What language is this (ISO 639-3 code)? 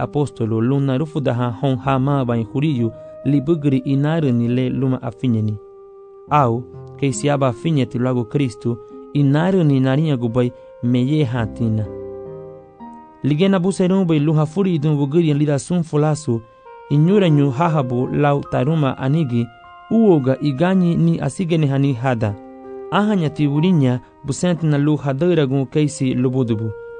cab